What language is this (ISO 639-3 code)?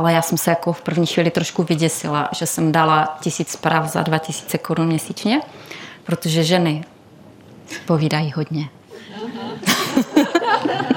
ces